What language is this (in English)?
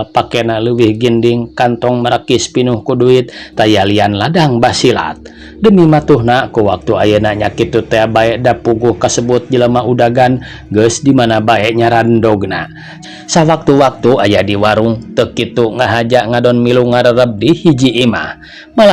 Sundanese